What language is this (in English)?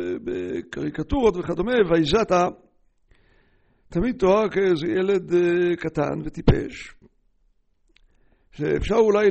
Hebrew